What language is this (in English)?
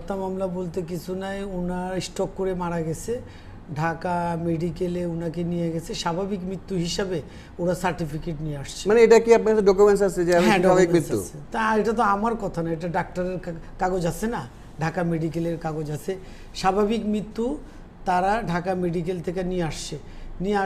Bangla